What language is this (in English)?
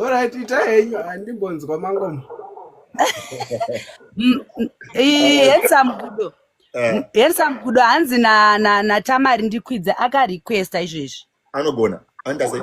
Shona